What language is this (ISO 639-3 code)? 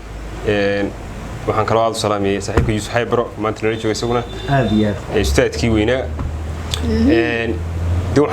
som